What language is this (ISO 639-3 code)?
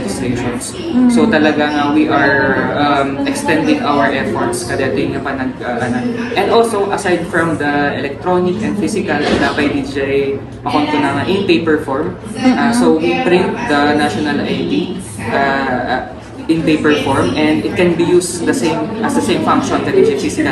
ilo